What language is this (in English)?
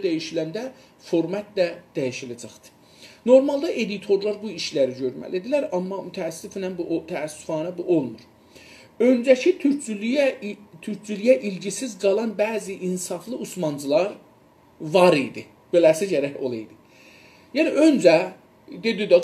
South Azerbaijani